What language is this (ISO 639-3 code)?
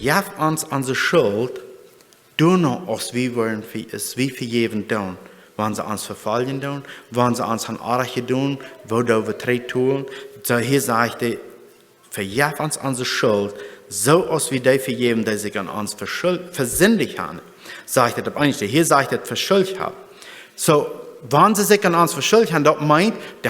pdt